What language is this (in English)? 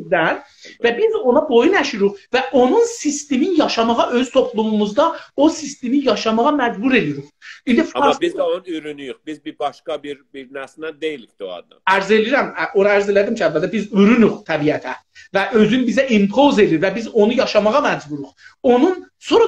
South Azerbaijani